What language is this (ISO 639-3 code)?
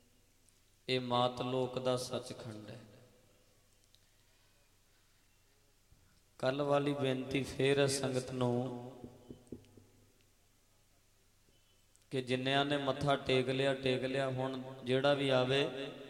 pan